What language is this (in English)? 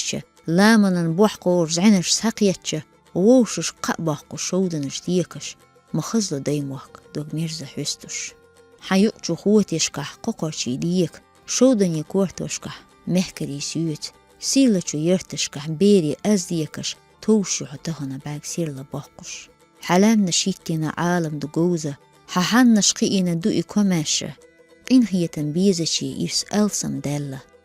Chechen